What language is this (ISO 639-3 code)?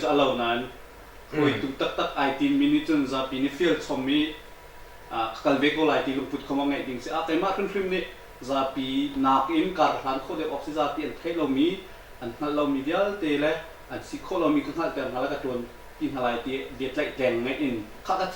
cnh